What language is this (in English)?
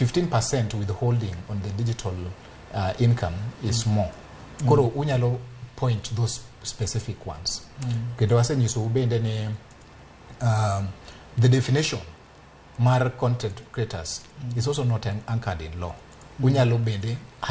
Luo (Kenya and Tanzania)